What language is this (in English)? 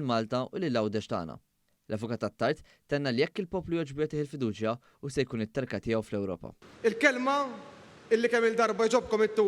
Maltese